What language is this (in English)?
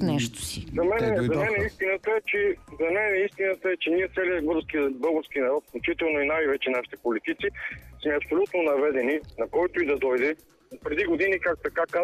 Bulgarian